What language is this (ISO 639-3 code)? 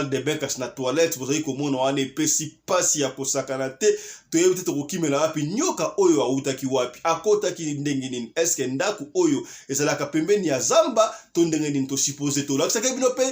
lin